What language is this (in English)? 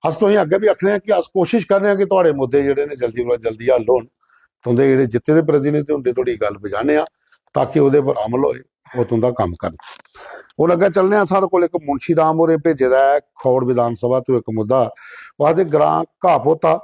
Dogri